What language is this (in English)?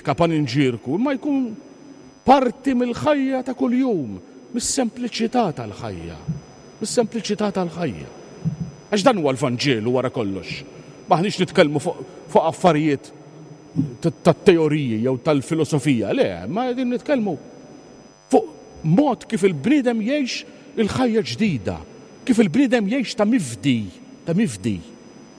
Maltese